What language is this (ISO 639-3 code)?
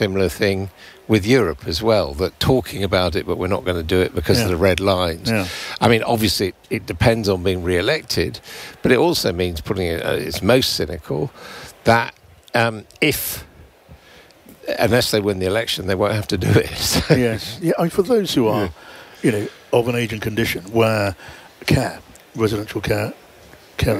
eng